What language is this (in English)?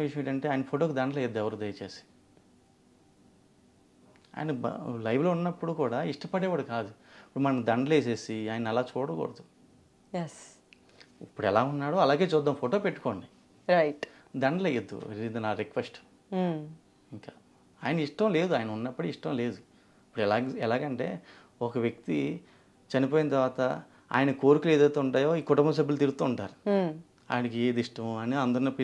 Telugu